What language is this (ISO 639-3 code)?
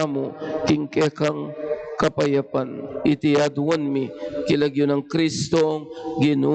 pam